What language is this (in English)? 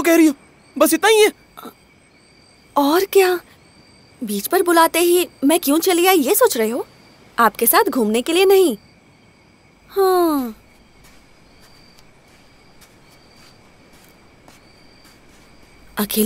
Hindi